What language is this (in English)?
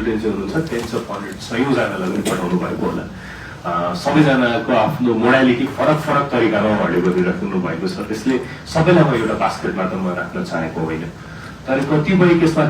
Nepali